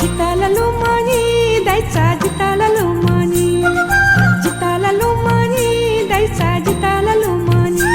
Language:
Newari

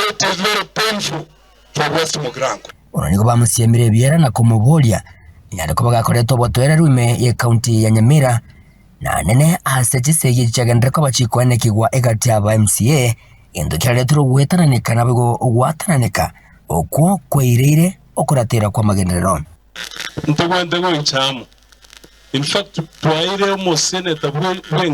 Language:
Gusii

